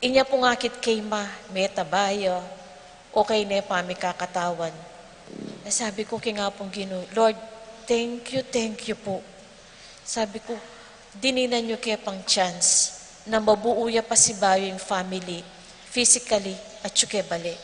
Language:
Pampanga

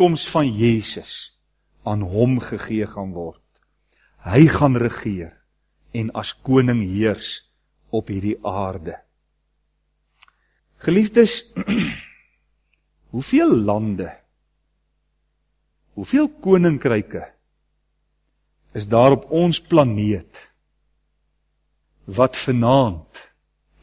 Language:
Afrikaans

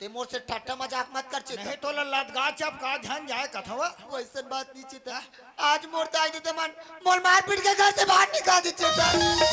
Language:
Chhattisgarhi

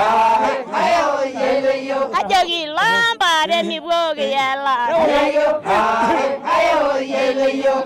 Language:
Masai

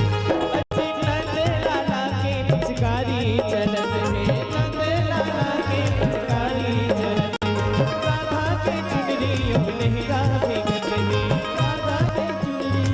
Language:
Chhattisgarhi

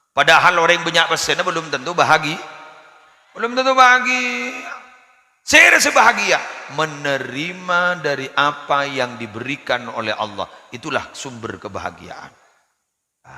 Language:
Madurese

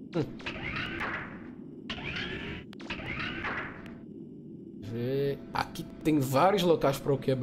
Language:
Portuguese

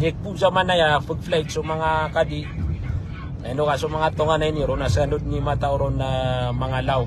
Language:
Maranao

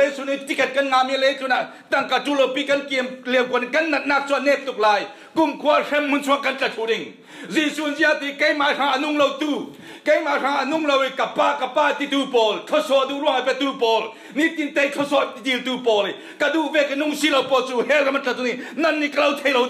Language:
Falam Chin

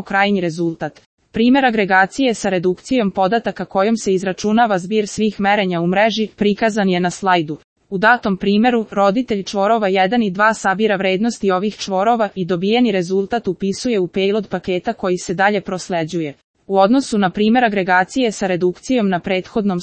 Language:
Serbian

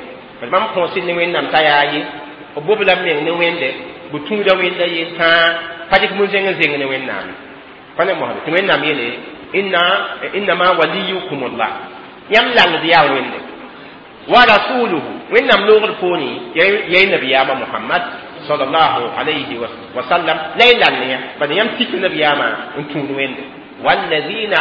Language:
Mossi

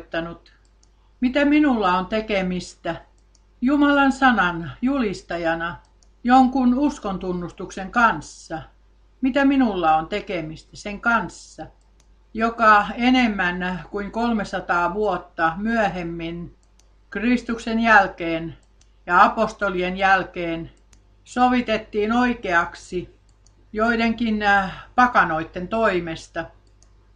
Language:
Finnish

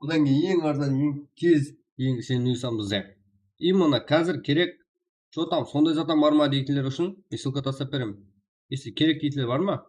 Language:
Kara-Kalpak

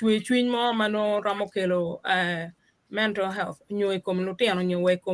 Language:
Acoli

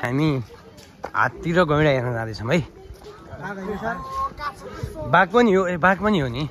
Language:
Nepali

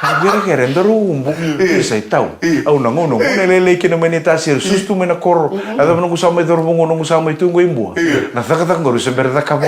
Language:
Fijian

